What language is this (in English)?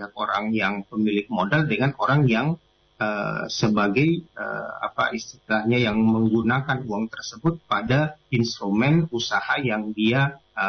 Indonesian